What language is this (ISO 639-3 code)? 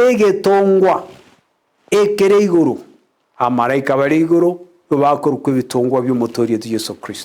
guz